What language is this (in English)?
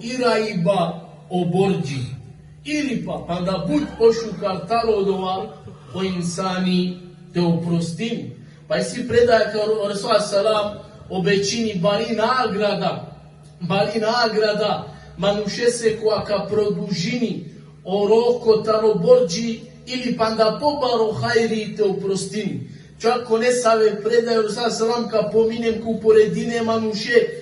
Balkan Romani